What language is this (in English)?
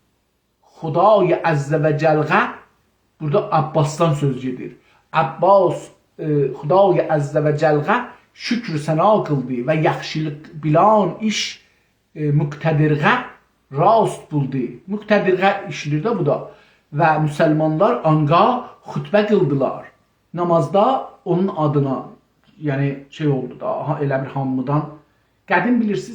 South Azerbaijani